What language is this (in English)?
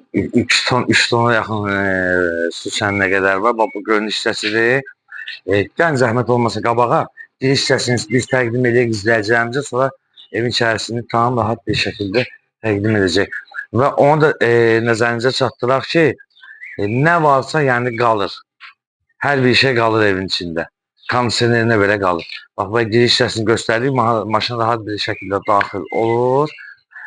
Azerbaijani